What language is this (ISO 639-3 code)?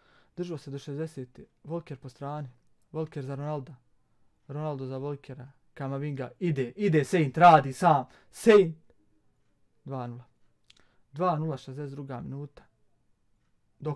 bos